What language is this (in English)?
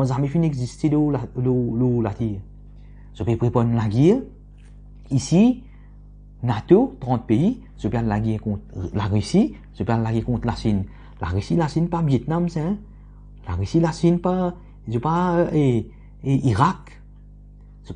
Morisyen